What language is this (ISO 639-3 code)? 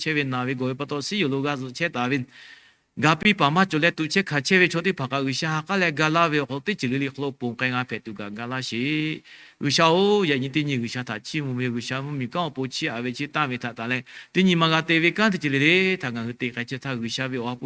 lhu